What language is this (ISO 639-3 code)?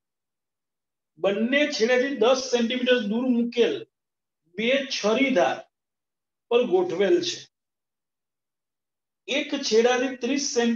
guj